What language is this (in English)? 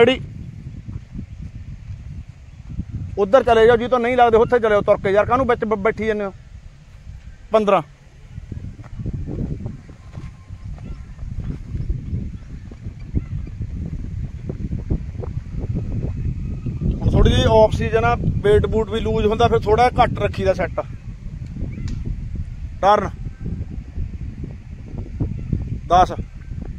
Punjabi